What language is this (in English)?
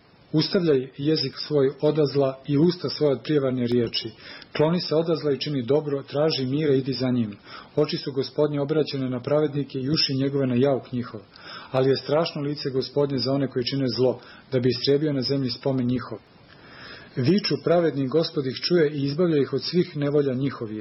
Serbian